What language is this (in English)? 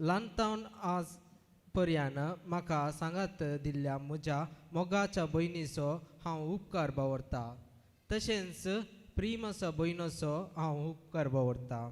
Konkani